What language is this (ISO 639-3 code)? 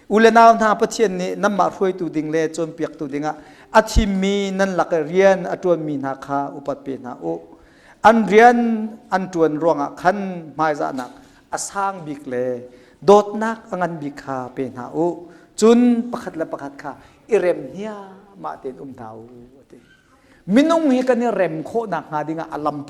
cnh